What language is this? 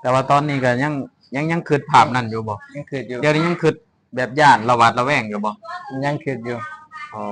Lao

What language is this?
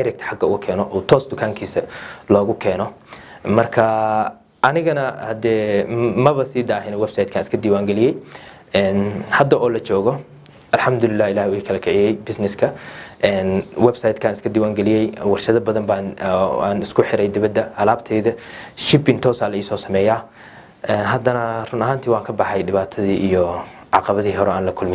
Somali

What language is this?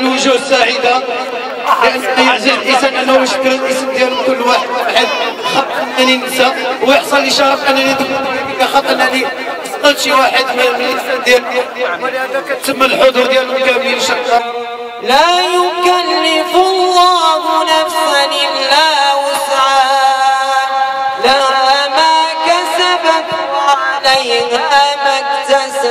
Moroccan Arabic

